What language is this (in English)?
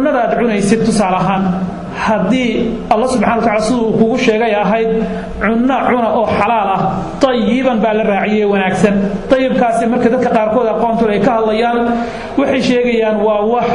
Somali